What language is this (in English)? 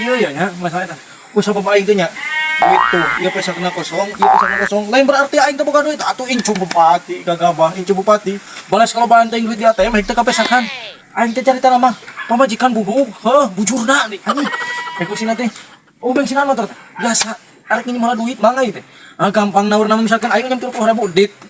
Sundanese